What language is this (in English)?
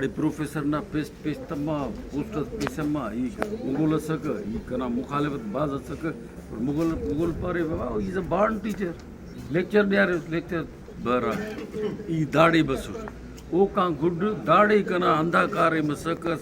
Brahui